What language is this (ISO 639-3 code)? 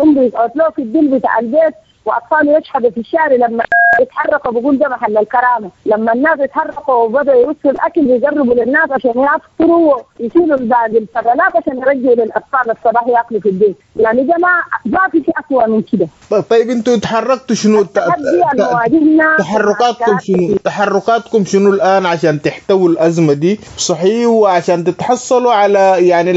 apd